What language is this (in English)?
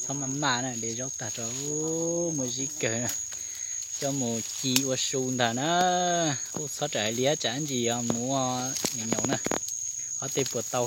Hmong